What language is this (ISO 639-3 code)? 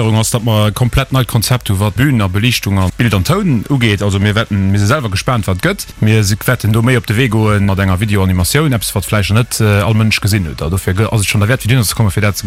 ltz